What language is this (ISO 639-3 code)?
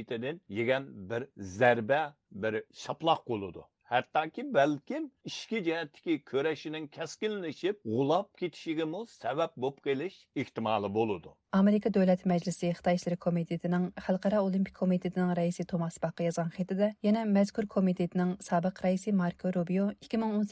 uig